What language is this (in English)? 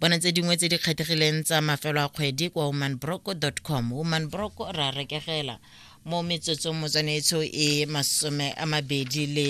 Tswana